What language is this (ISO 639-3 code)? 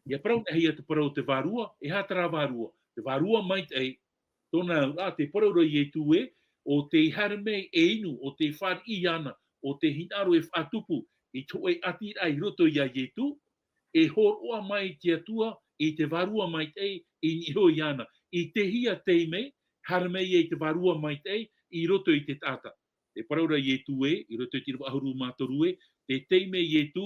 tah